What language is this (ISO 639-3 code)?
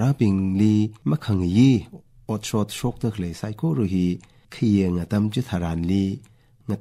nmf